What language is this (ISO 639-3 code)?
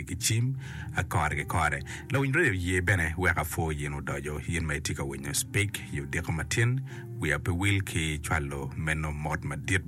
ach